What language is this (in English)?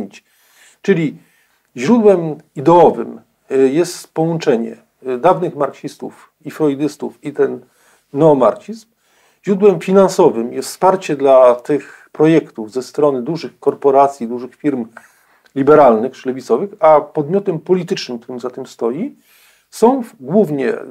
Polish